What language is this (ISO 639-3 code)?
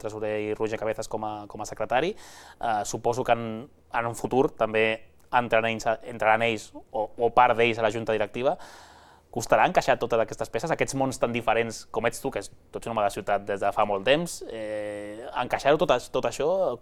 cat